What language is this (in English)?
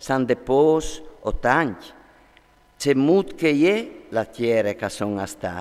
Friulian